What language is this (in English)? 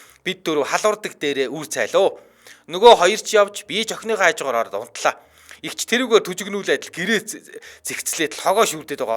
Mongolian